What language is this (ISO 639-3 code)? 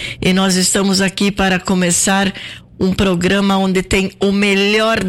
por